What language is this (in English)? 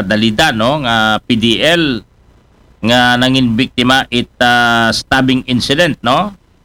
Aklanon